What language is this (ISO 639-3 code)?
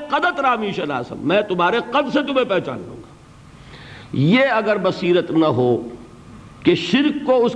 urd